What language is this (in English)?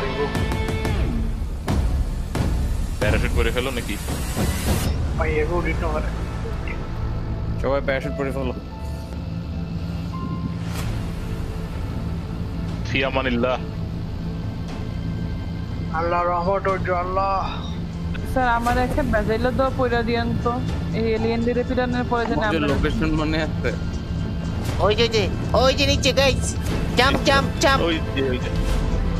Bangla